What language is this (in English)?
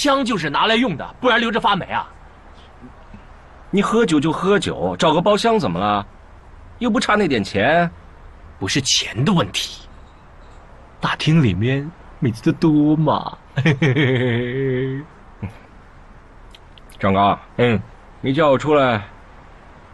Chinese